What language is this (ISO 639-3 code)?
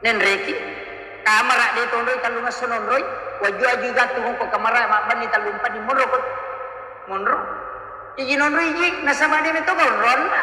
bug